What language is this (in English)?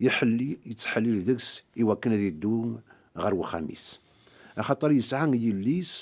Kabyle